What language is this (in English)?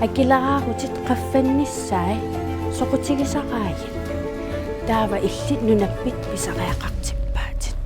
Kalaallisut